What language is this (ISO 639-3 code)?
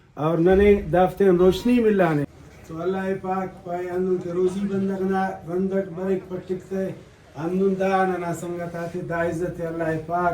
brh